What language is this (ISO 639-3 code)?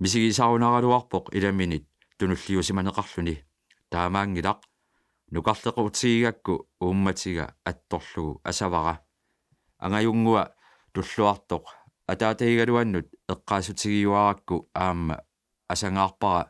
kal